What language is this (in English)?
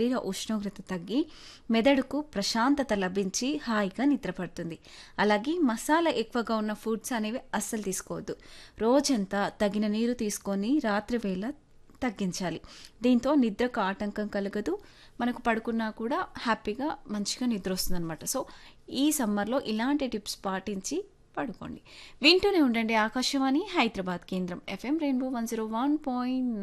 Telugu